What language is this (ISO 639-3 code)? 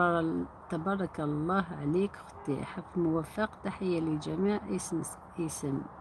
arq